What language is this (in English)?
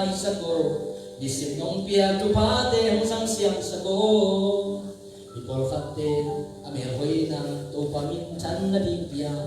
Tedim Chin